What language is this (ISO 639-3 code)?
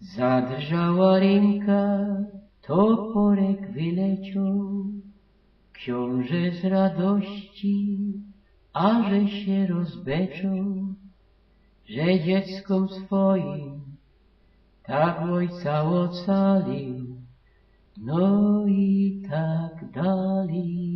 szl